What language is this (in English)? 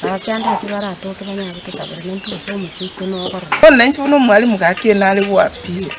Gusii